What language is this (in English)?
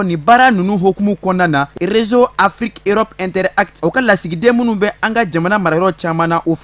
Bambara